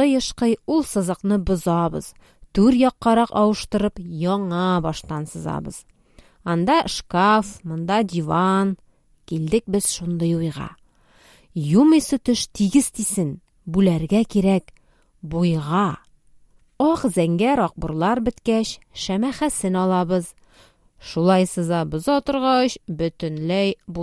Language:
Tatar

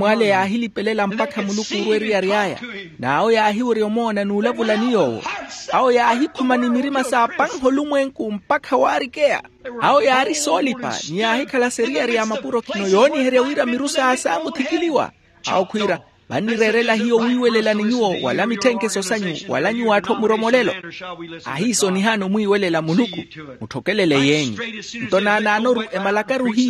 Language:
Makhuwa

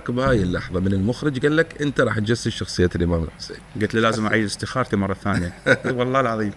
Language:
Mesopotamian Arabic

